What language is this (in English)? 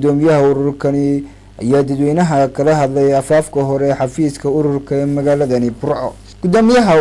Somali